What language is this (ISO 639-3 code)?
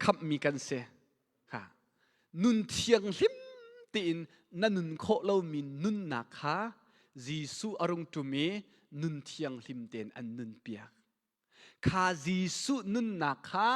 cnh